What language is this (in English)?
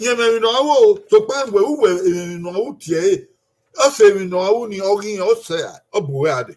Bini